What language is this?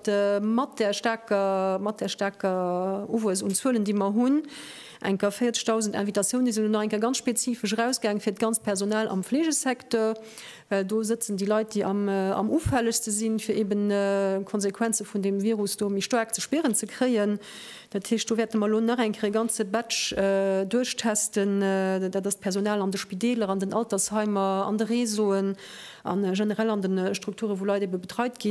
Luxembourgish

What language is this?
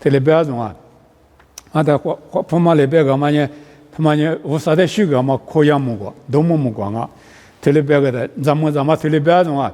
Lisu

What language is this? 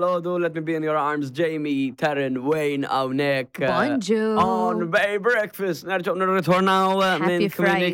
Maltese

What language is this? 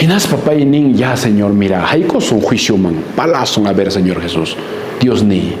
Quechua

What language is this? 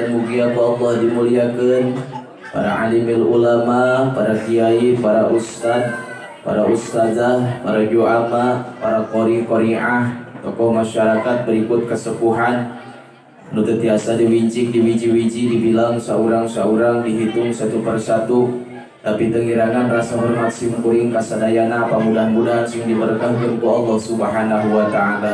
Sundanese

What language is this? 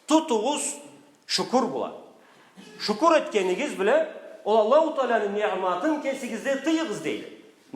Karachay-Balkar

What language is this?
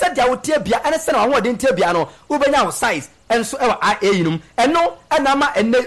Akan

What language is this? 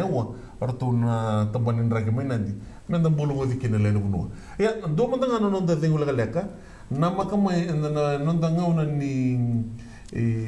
Fijian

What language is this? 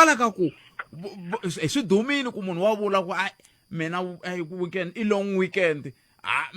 Tsonga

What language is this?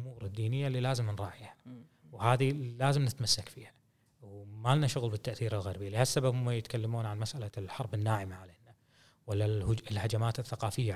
Gulf Arabic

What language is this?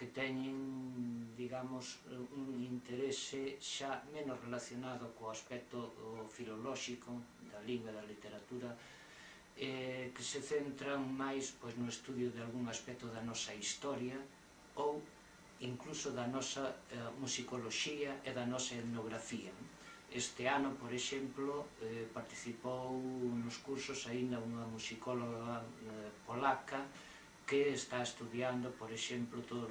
Galician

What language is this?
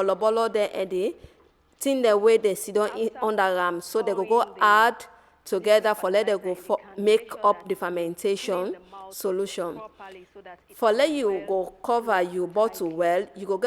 Nigerian Pidgin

